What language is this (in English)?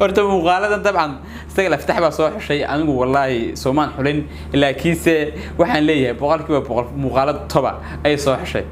Somali